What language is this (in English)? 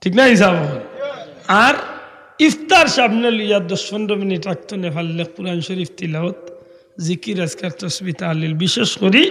Sylheti